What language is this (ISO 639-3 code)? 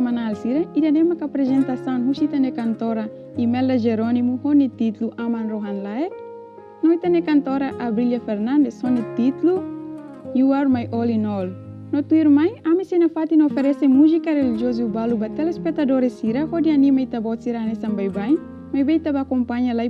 tet